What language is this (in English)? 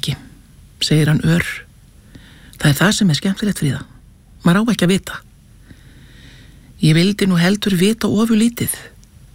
Icelandic